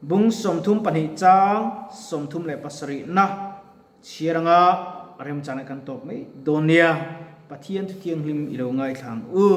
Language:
Mizo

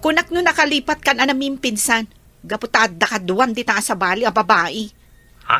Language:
Iloko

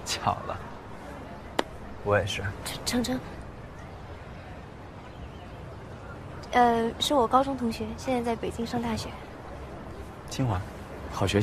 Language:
Chinese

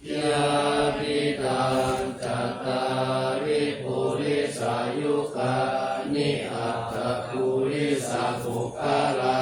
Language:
Pali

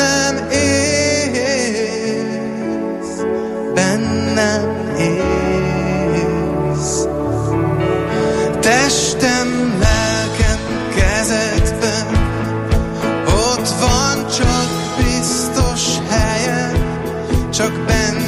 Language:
Hungarian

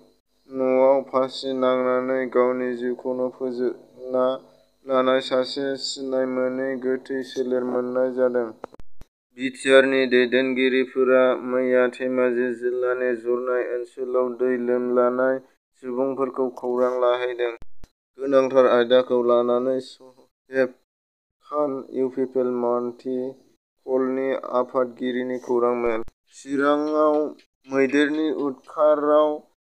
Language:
Bodo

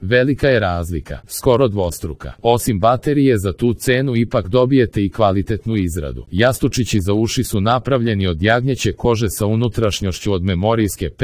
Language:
Serbian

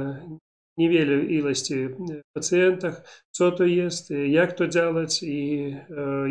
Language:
Polish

